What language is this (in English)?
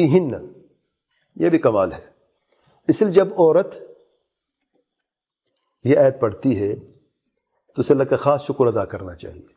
Urdu